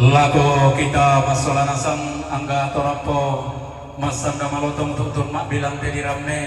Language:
Toraja-Sa'dan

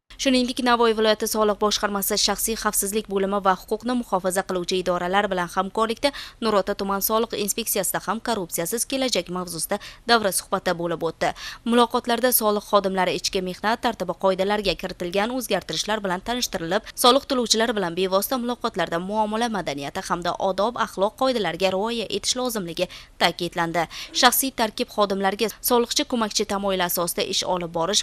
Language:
Uzbek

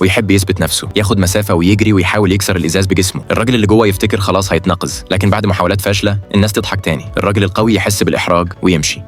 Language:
Egyptian Arabic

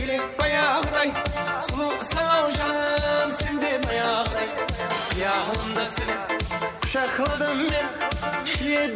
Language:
Kara-Kalpak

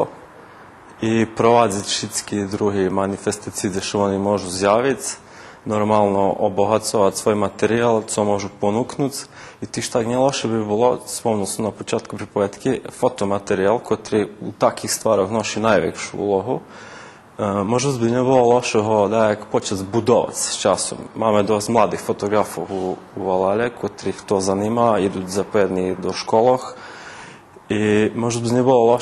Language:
Rusyn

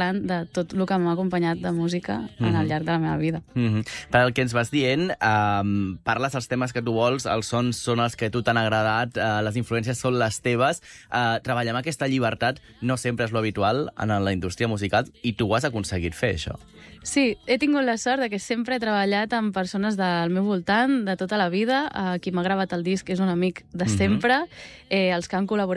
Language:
Catalan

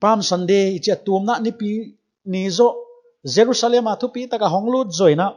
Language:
Paite Chin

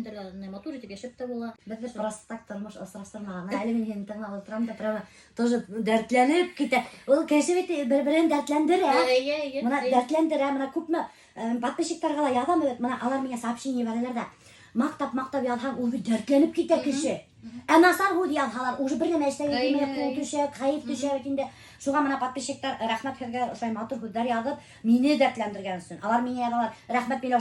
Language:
Bashkir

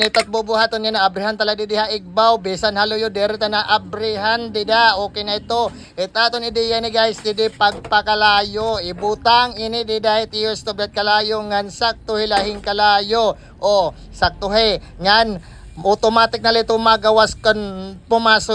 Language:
Waray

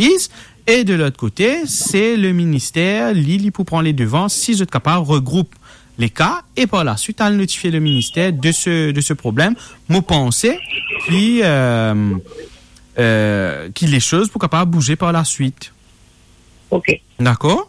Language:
Morisyen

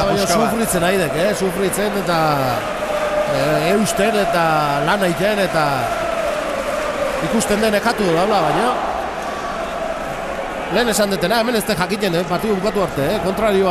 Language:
Basque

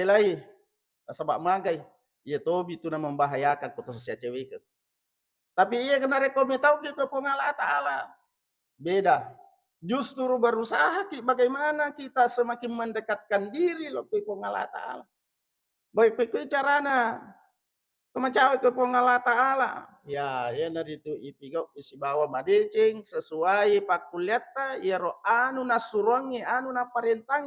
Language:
Buginese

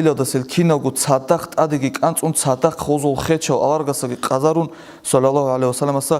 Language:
Avaric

